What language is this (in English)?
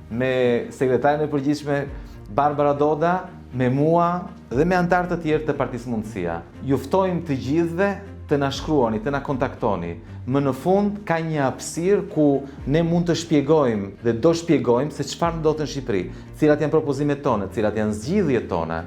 Albanian